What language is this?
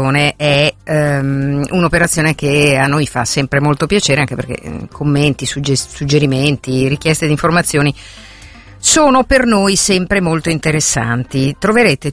Italian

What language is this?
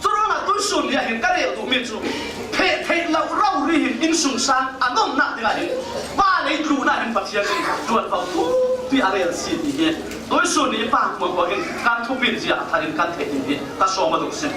Falam Chin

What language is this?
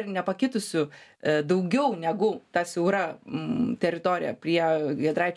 Lithuanian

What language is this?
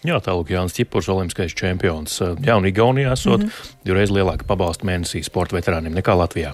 Latvian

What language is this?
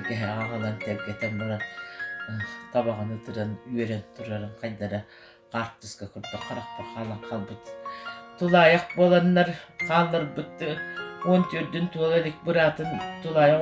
Yakut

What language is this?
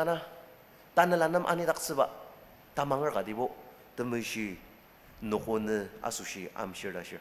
Ao Naga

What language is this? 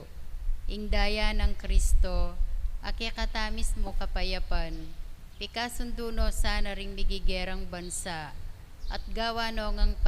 Pampanga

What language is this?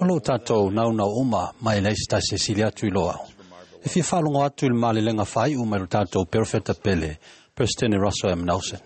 Samoan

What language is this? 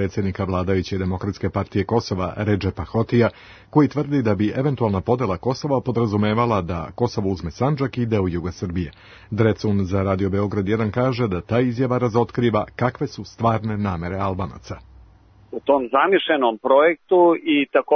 Serbian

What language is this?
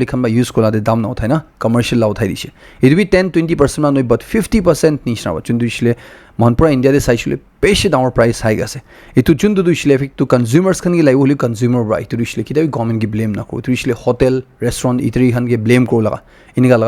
Naga Pidgin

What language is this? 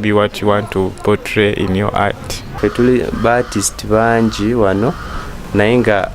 Ganda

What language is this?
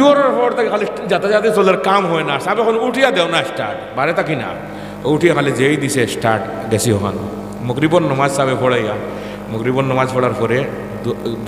Sylheti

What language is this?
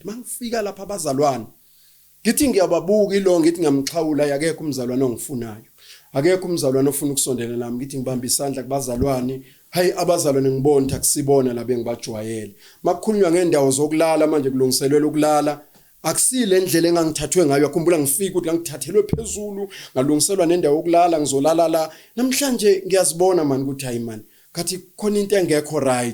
Zulu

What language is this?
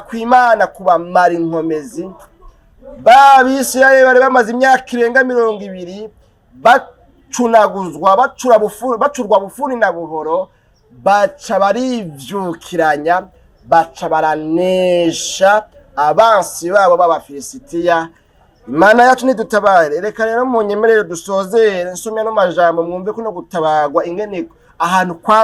Rundi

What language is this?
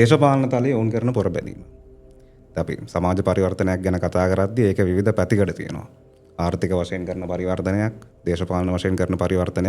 Sinhala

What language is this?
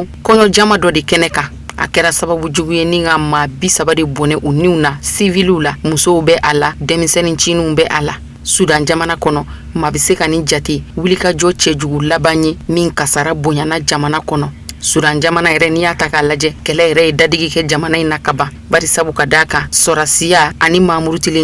Bambara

